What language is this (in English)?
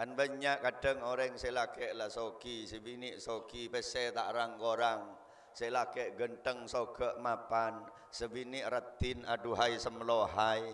Madurese